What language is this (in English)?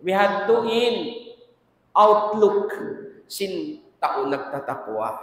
Tausug